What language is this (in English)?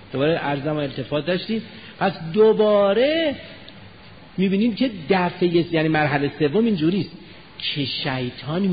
Persian